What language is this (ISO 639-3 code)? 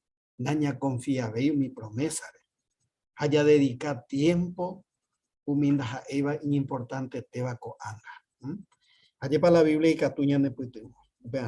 grn